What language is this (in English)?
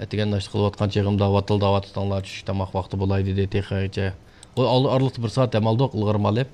Uyghur